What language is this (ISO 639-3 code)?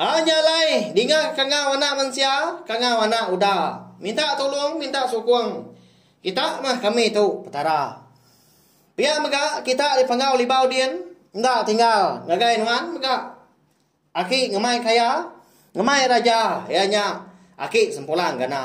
iba